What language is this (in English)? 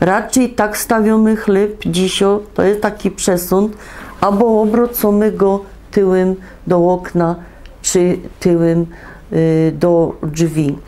Silesian